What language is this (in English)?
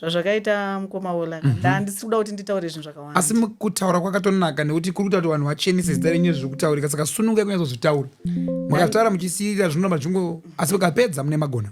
Shona